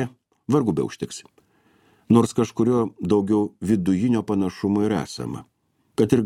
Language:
Lithuanian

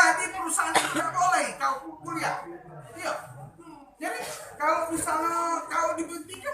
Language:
Musi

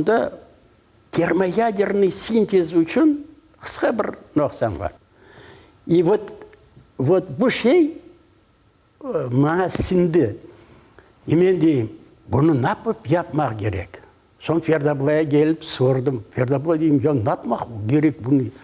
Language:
Crimean Tatar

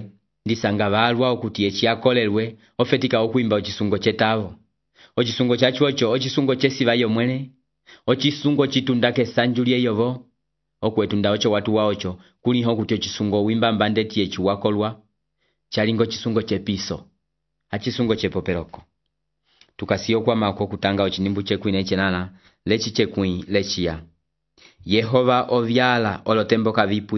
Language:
Umbundu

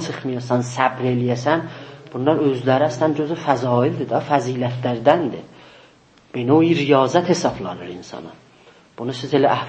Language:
South Azerbaijani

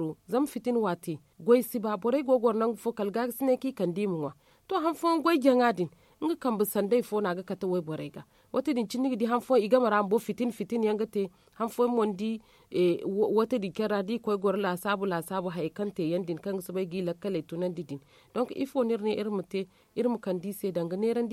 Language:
Zarma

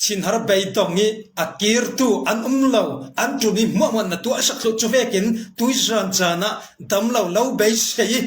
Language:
Falam Chin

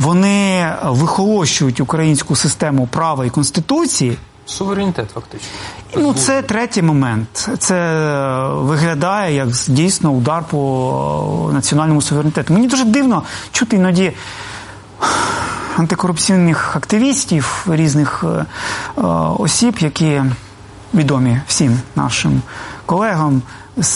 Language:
Ukrainian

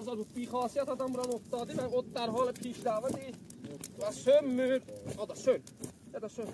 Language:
South Azerbaijani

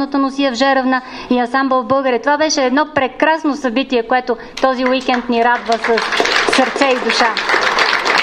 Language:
Bulgarian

